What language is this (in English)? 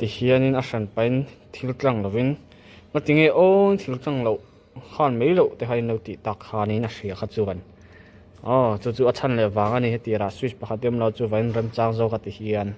Mizo